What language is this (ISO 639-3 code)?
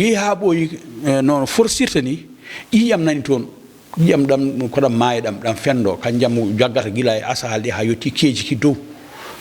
ful